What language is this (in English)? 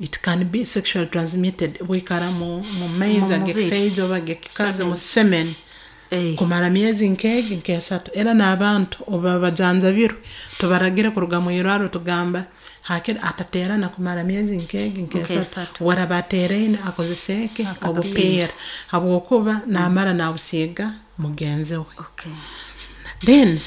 Nyoro